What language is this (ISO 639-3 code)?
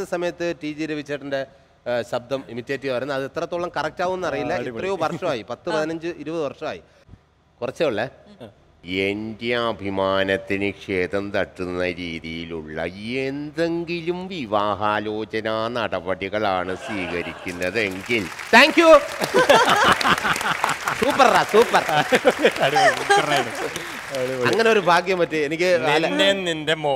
mal